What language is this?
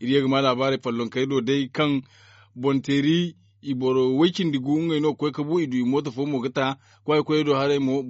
Zarma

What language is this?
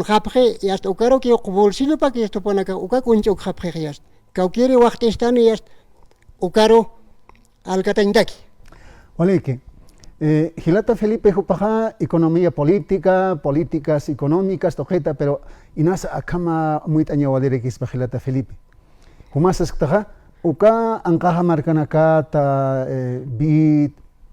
Aymara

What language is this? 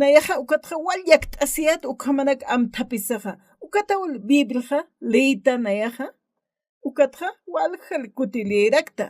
Aymara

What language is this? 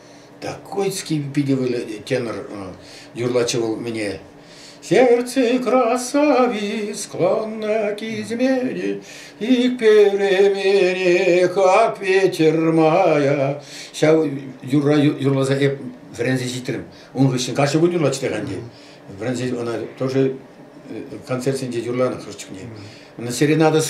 Chuvash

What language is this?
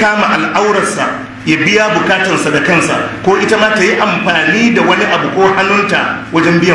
Hausa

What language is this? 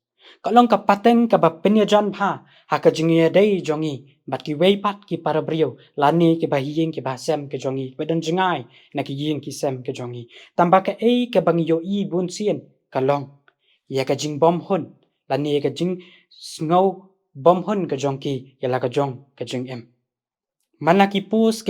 Khasi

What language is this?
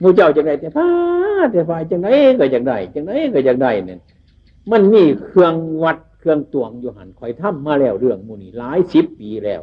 Northeastern Thai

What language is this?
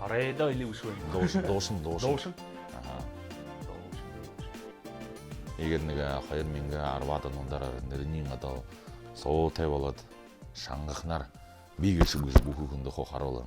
Buriat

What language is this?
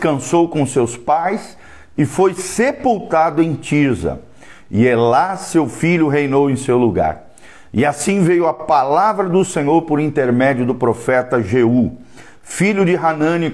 Portuguese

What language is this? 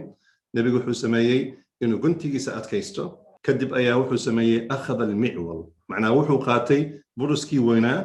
Somali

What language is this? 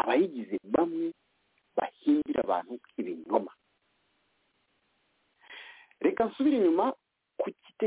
Kinyarwanda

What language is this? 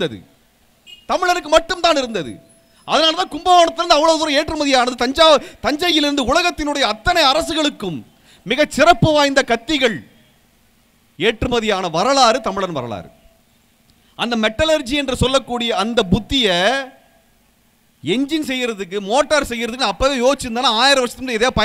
Tamil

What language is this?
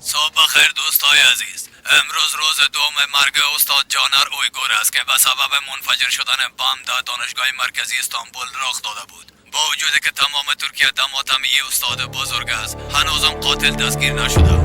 Persian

